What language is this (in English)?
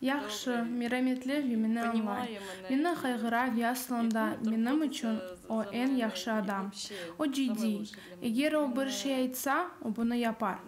Crimean Tatar